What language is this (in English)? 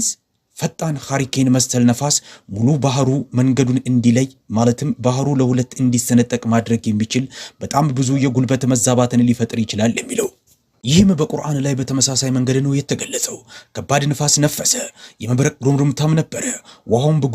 Amharic